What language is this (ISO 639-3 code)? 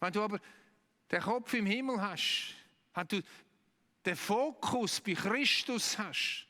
gsw